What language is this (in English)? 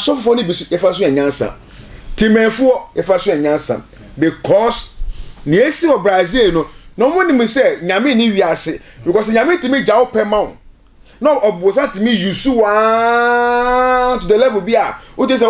Akan